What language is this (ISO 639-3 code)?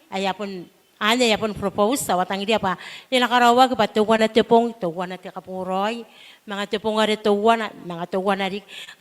gil